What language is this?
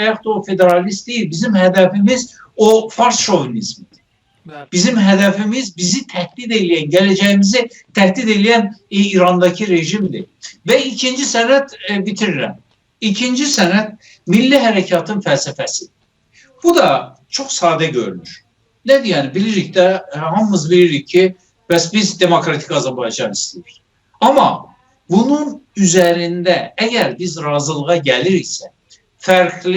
South Azerbaijani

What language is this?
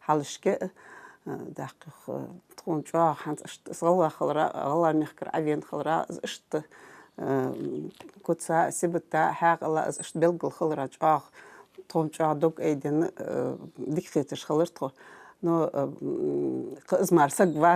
Ingush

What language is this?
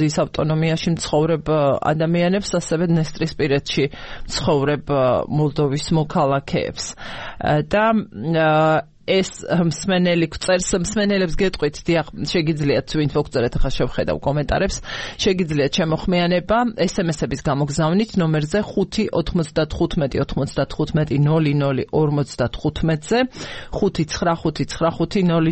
Georgian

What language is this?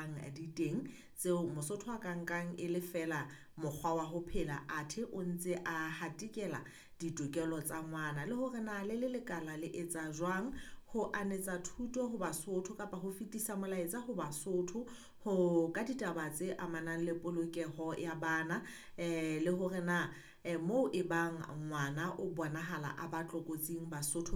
Southern Sotho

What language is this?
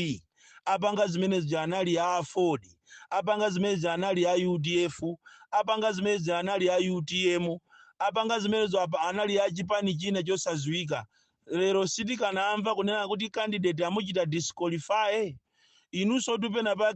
Nyanja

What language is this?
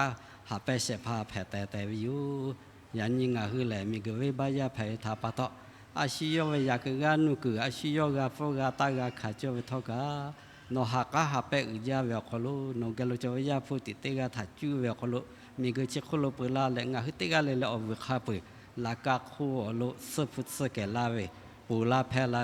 Lahu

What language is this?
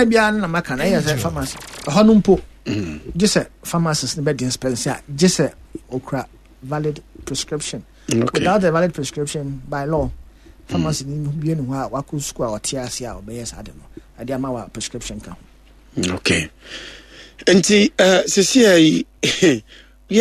Akan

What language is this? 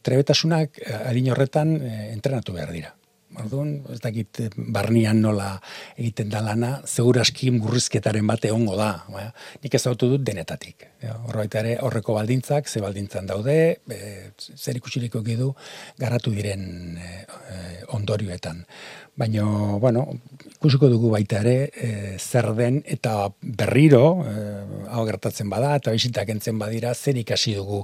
Basque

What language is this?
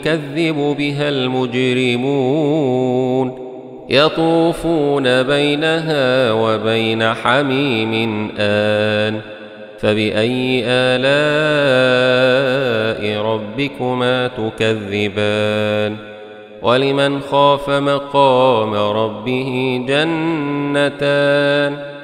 Arabic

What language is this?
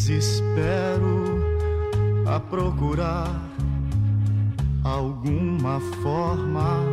Portuguese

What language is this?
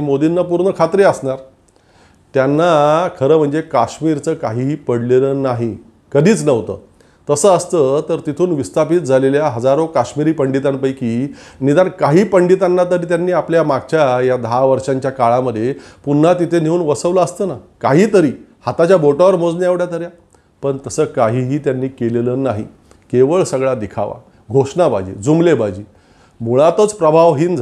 Marathi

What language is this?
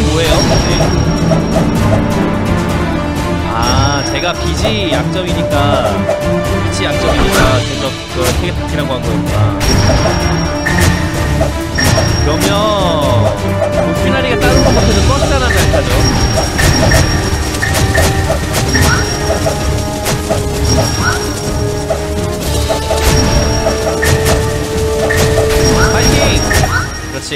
Korean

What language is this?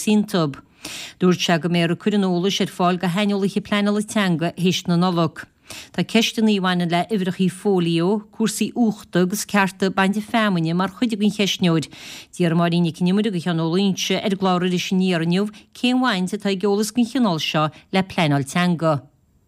Irish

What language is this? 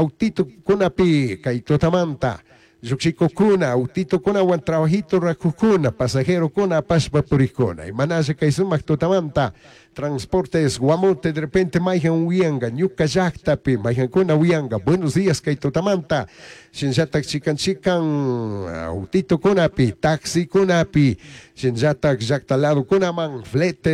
Chimborazo Highland Quichua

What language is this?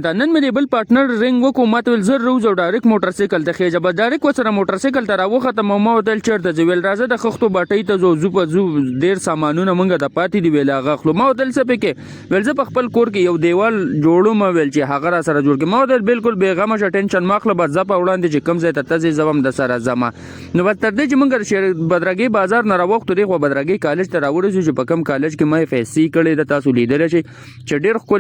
Pashto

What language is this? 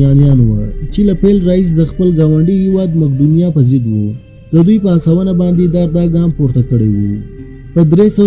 Pashto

